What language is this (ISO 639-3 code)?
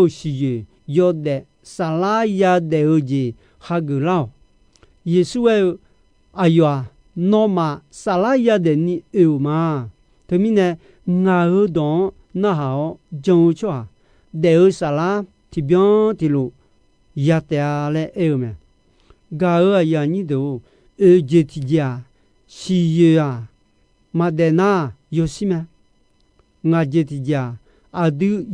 ahk